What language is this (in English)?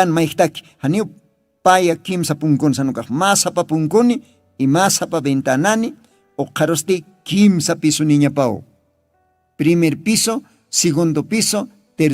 Aymara